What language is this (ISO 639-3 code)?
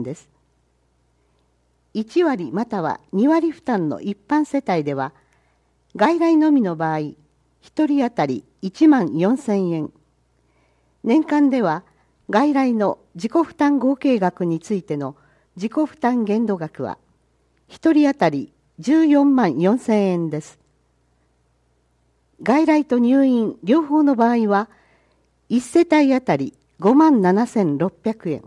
jpn